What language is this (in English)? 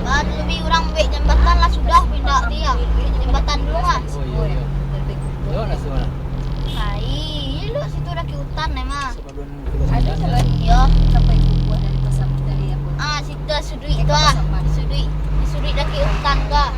Minangkabau